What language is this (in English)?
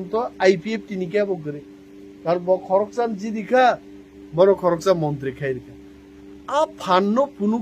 Kok Borok